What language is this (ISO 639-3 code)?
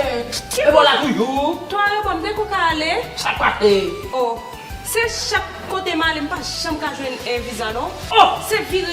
hat